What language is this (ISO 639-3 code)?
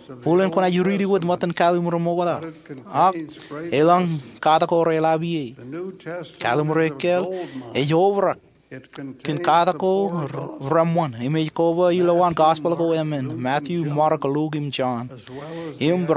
mah